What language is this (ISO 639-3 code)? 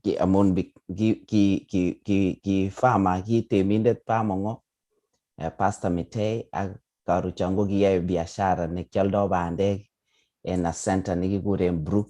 kln